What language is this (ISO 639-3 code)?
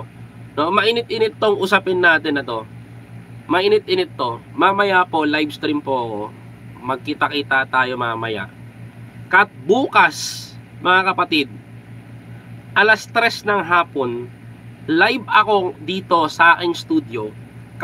fil